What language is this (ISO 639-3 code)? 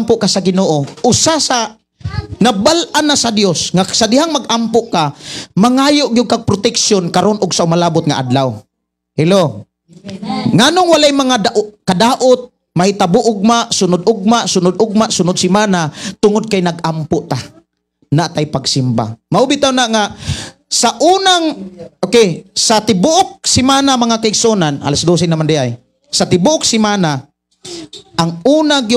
ceb